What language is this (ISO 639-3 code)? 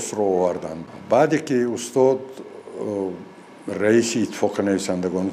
tgk